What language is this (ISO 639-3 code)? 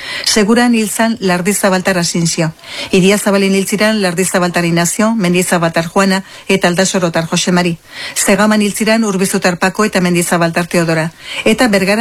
eus